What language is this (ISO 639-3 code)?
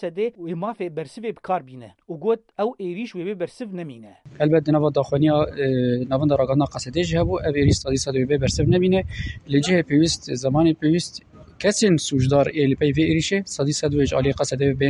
kur